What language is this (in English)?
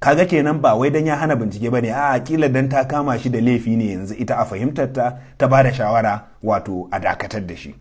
Hausa